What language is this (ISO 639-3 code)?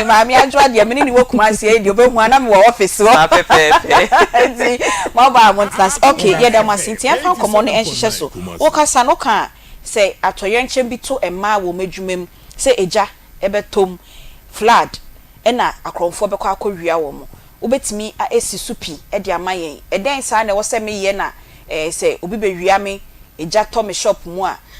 aka